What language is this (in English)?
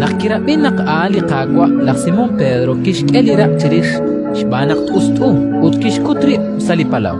Kekchí